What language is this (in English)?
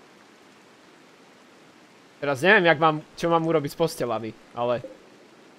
Slovak